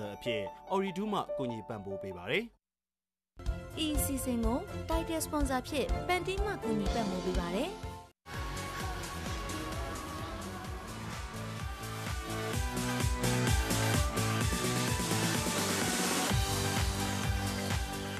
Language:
Burmese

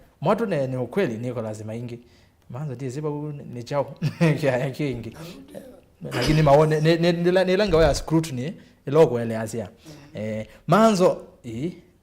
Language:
Kamba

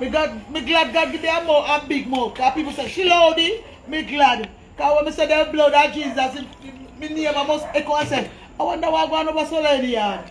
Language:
Jamaican Creole English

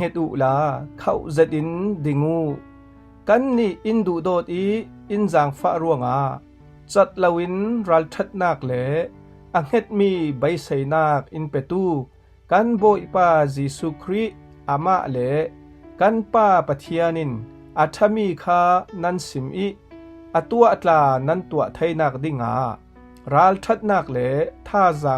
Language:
Falam Chin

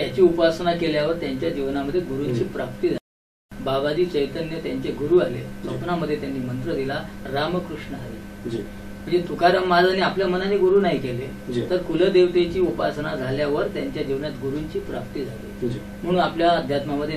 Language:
Marathi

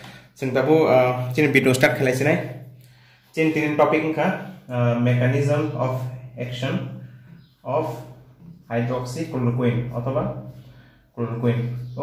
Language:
Kok Borok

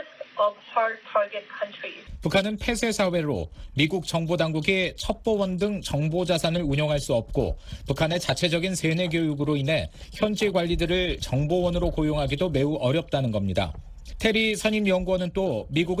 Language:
Korean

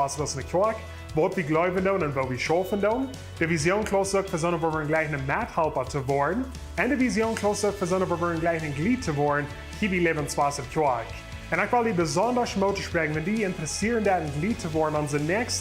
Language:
Plautdietsch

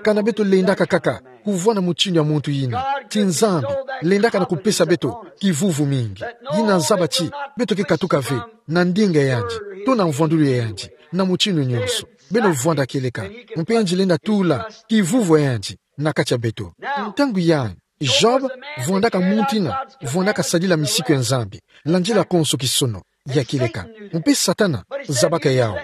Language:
Kituba (Democratic Republic of Congo)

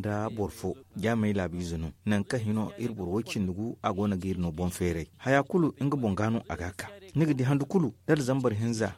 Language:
Zarma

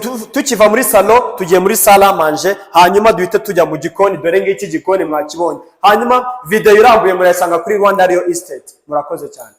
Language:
Kinyarwanda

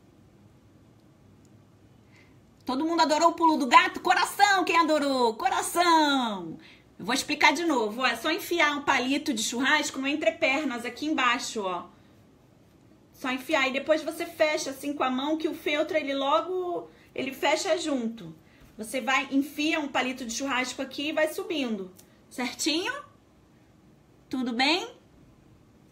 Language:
Portuguese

